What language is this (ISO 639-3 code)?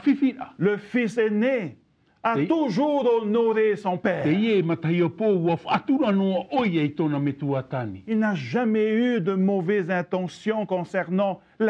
tah